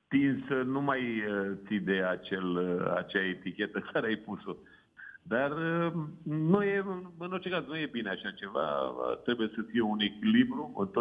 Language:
Romanian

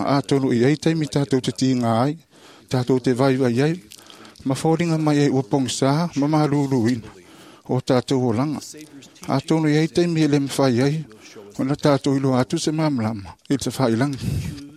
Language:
Samoan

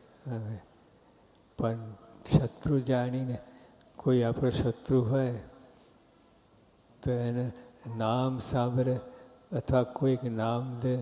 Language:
Gujarati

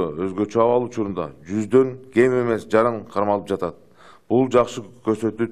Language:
Kyrgyz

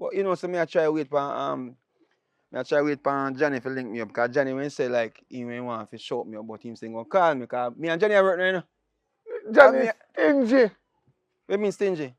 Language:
Jamaican Creole English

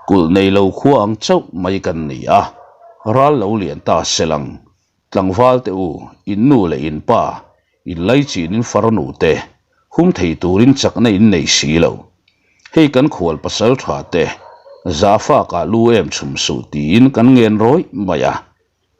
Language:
Mizo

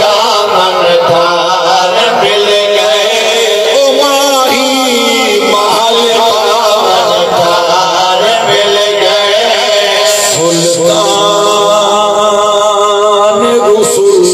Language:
Saraiki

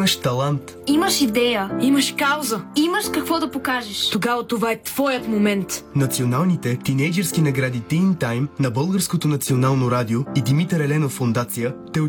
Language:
Bulgarian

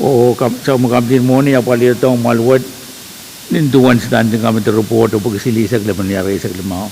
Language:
Pohnpeian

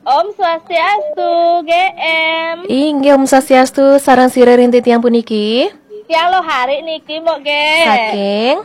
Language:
Balinese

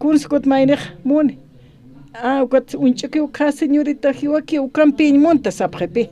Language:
Aymara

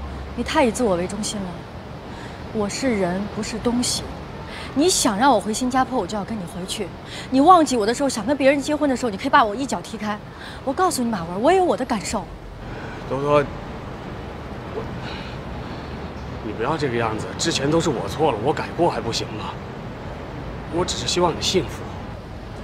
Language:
Chinese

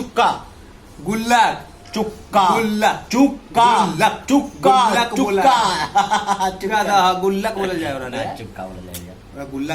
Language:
Magahi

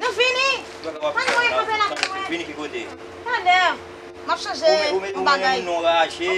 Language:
Haitian Creole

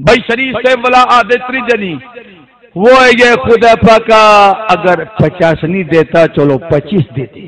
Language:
Saraiki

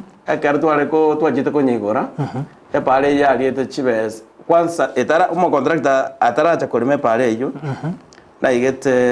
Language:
Gusii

